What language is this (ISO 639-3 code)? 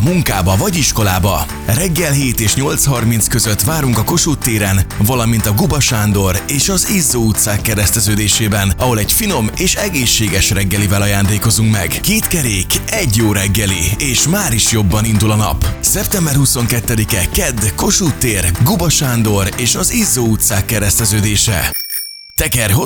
hun